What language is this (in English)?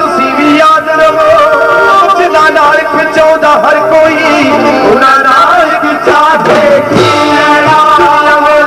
Punjabi